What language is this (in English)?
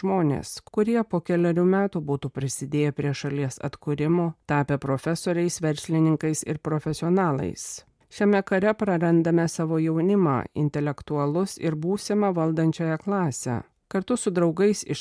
Lithuanian